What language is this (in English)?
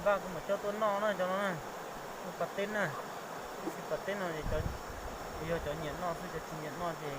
Hmong